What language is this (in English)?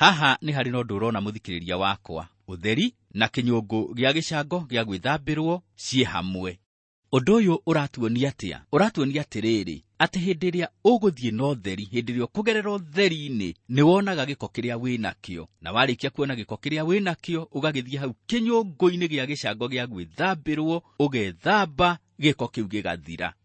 Kikuyu